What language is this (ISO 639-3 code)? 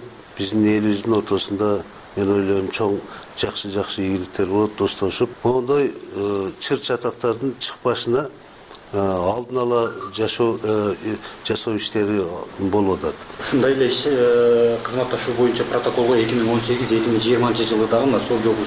kir